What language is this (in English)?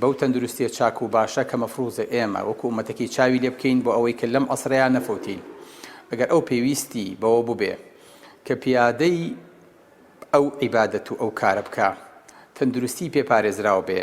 Central Kurdish